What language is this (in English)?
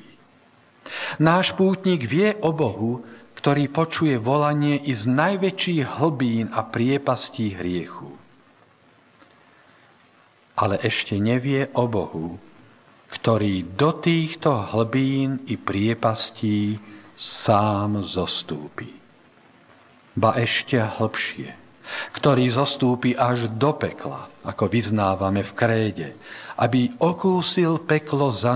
Slovak